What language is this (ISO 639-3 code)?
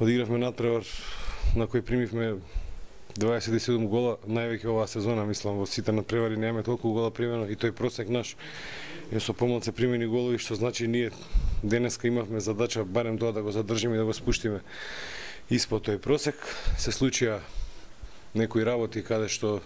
mkd